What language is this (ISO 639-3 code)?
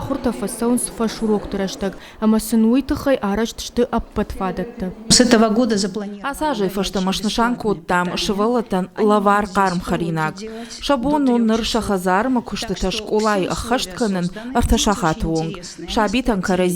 oss